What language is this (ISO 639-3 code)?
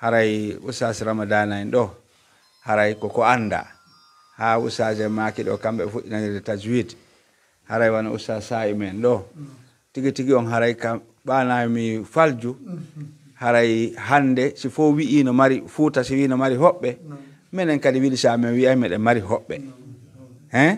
fuf